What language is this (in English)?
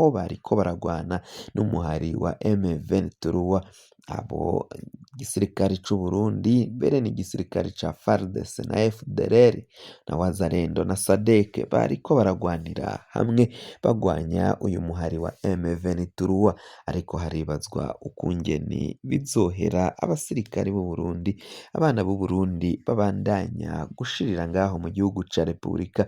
Rundi